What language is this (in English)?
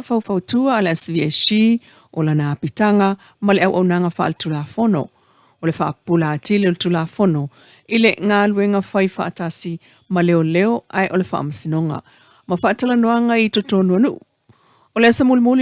Samoan